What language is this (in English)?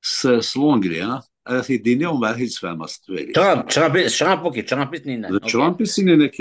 Kabyle